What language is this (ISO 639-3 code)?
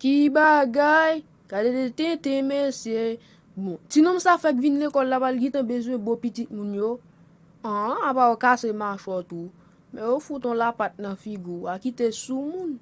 hat